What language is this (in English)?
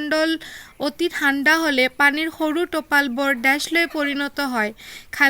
Assamese